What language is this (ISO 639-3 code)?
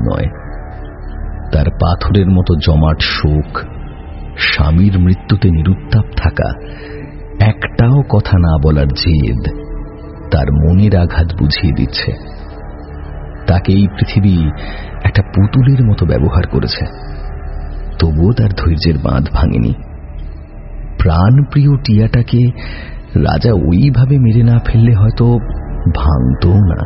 ben